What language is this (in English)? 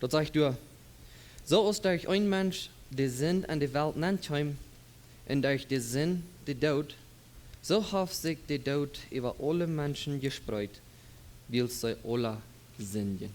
Plautdietsch